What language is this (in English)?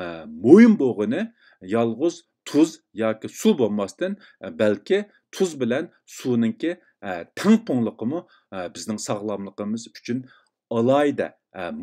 Uyghur